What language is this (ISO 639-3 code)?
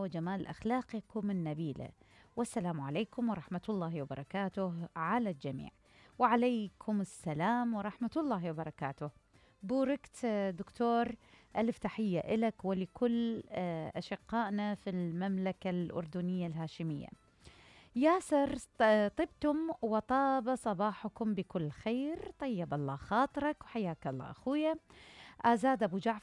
acm